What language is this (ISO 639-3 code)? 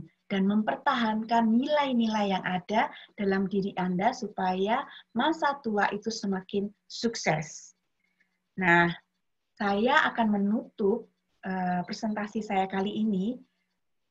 ind